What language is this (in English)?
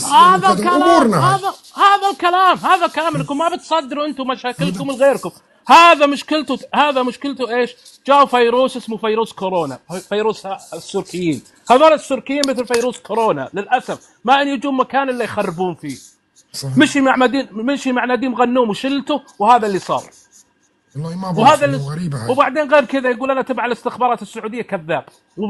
North Levantine Arabic